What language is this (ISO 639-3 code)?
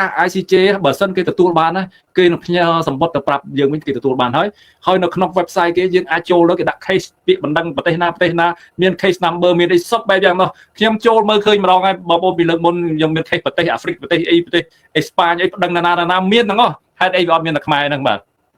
khm